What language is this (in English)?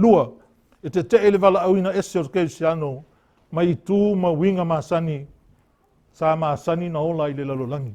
Samoan